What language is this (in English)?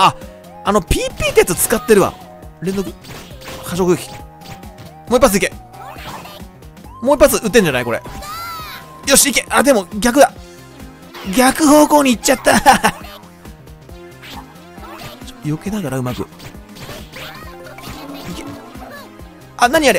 Japanese